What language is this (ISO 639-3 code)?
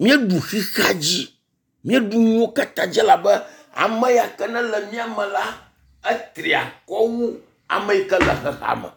ewe